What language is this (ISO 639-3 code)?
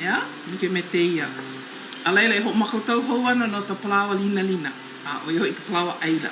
haw